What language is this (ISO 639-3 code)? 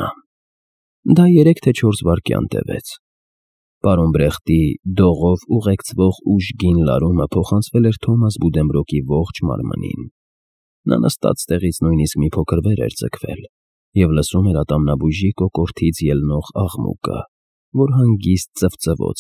hye